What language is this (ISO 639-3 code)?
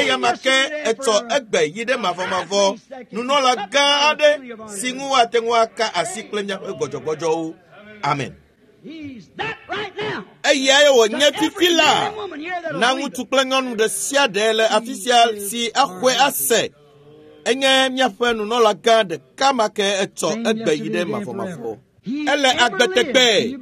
ewe